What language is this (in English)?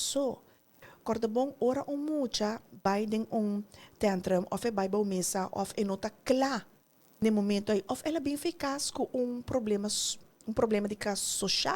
Papiamento